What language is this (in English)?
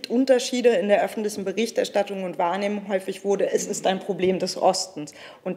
German